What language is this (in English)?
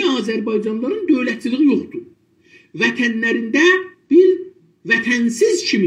South Azerbaijani